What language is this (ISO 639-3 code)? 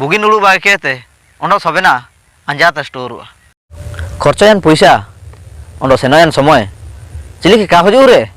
hoc